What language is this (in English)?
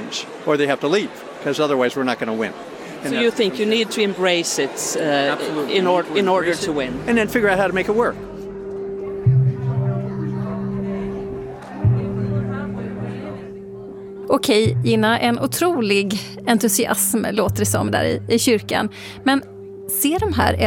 Swedish